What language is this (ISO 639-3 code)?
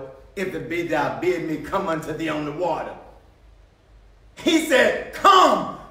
eng